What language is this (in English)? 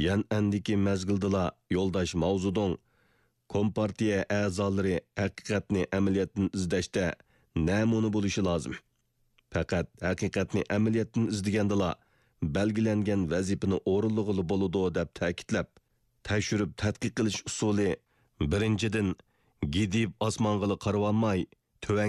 Uyghur